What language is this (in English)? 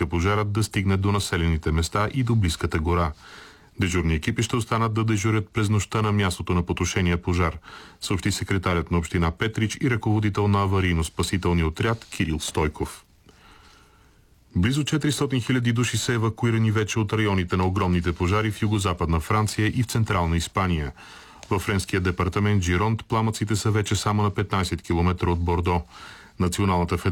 Bulgarian